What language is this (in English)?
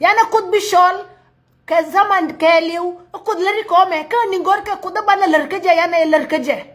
Nuer